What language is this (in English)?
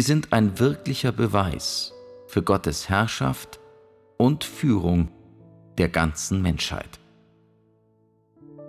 German